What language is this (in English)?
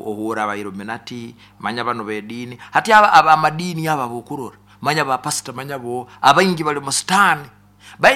Nyoro